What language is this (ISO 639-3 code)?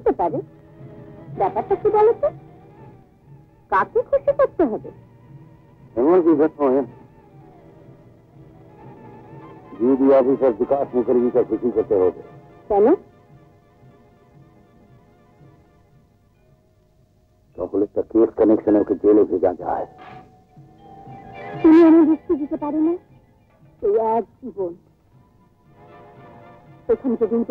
ben